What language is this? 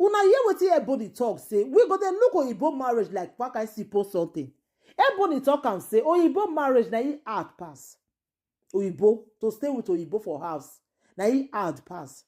Nigerian Pidgin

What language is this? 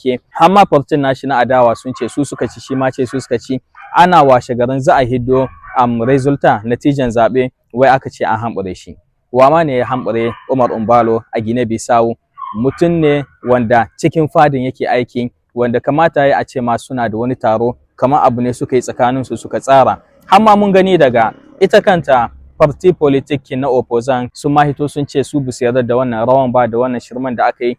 Hausa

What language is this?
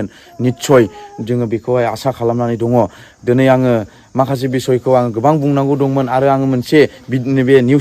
Bodo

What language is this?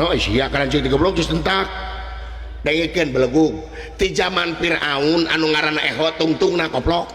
Sundanese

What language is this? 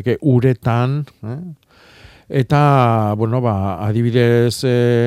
Basque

